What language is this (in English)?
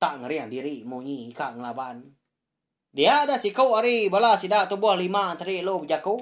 Iban